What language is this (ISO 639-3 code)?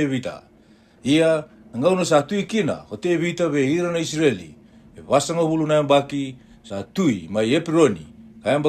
fij